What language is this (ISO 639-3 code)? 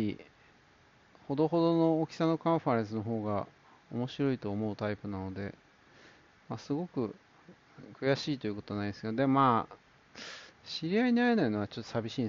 jpn